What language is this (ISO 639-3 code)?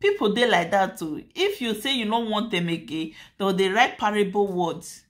pcm